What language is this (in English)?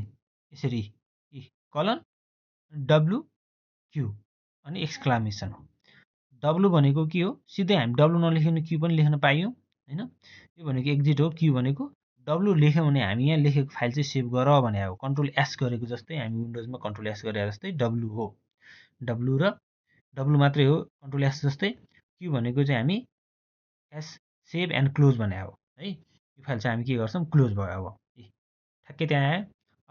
Nepali